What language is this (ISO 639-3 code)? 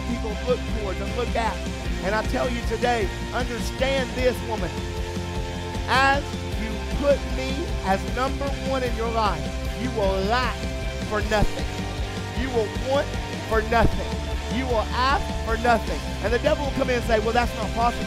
eng